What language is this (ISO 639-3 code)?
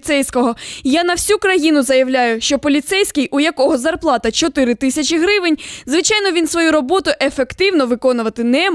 ukr